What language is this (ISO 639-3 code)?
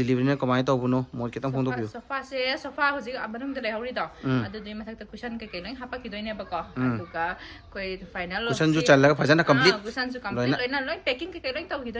mni